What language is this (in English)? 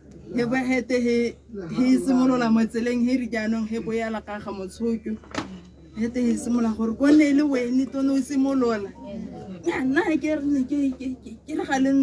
Tswana